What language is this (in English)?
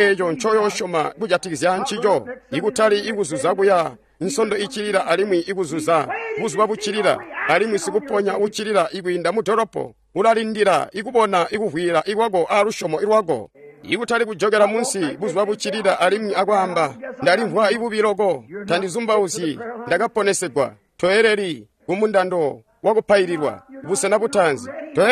Tonga (Zambia)